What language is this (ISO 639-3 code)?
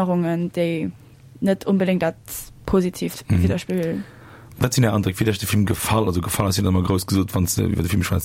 ltz